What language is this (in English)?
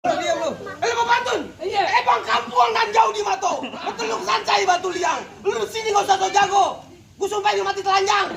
Betawi